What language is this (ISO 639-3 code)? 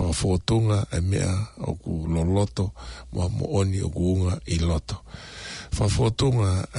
ton